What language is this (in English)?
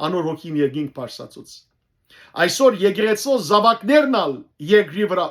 Western Armenian